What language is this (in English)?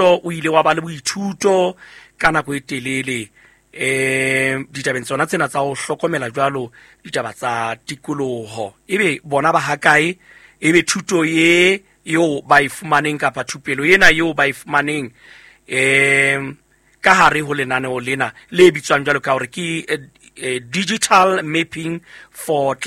Southern Sotho